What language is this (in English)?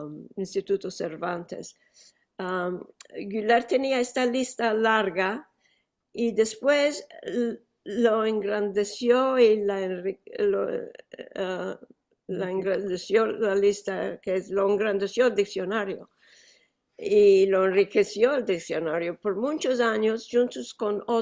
Ladino